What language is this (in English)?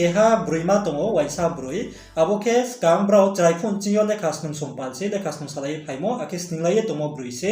Riang (India)